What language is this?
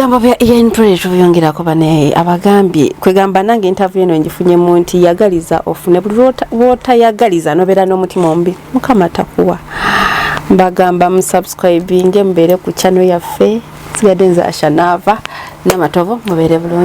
Ganda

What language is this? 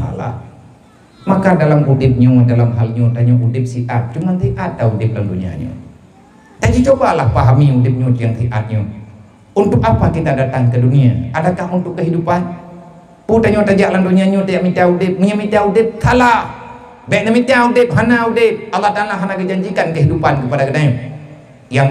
Achinese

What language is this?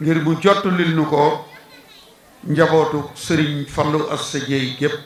Wolof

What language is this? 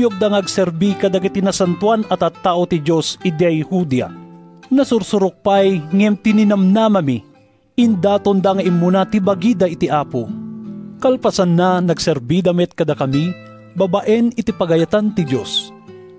Iloko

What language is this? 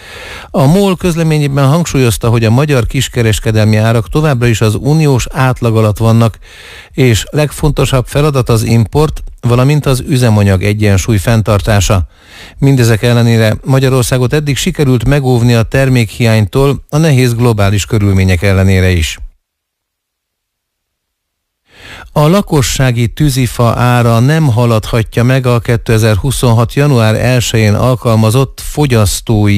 Hungarian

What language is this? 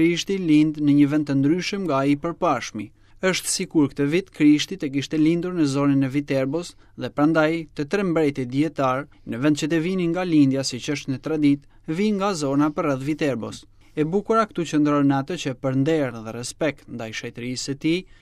Albanian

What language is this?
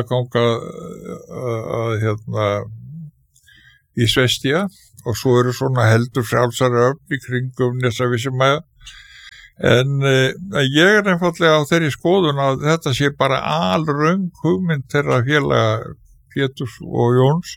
Icelandic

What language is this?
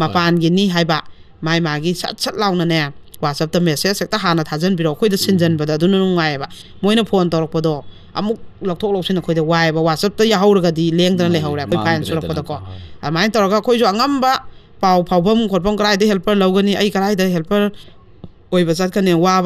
Manipuri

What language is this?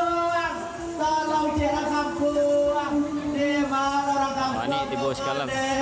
Minangkabau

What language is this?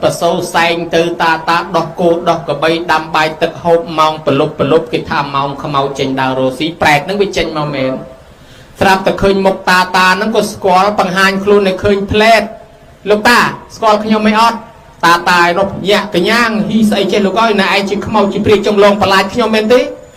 Khmer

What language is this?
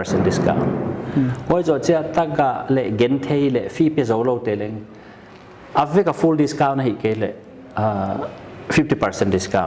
Paite Chin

